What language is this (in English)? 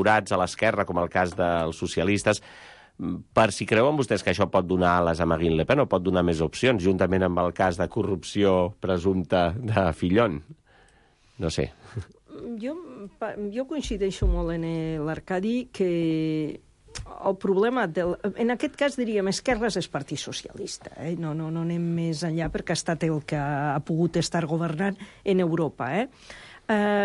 Catalan